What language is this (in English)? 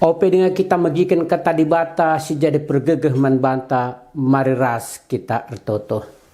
Batak Karo